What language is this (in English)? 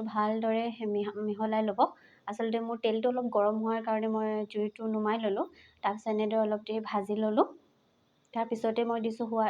Assamese